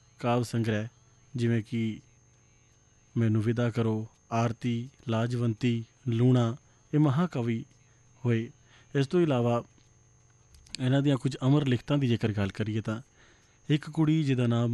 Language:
Punjabi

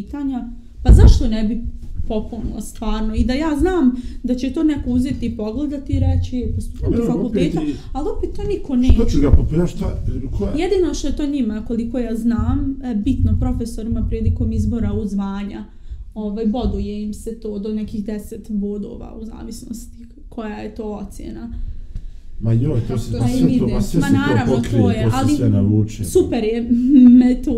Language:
Bosnian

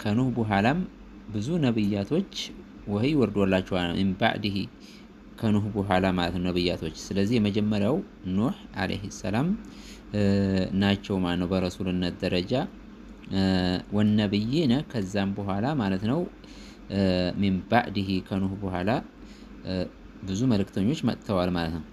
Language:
Amharic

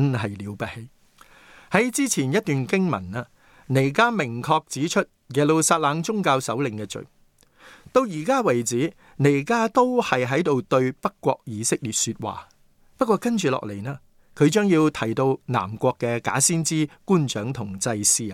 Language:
Cantonese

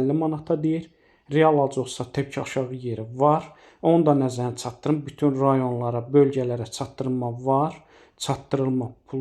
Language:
Azerbaijani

